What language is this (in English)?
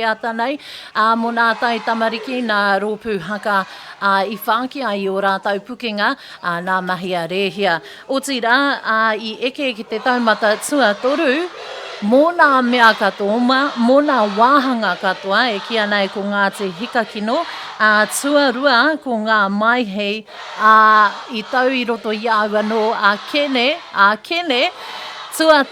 Māori